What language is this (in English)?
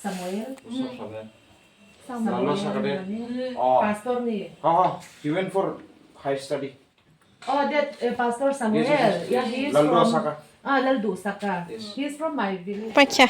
Kok Borok